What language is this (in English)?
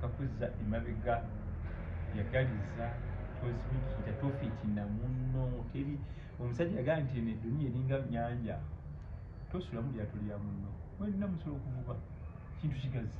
Ganda